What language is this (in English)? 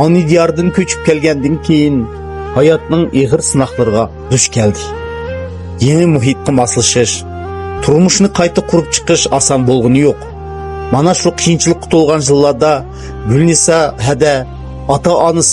Uyghur